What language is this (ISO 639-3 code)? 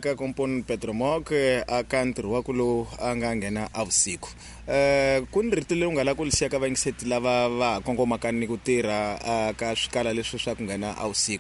tso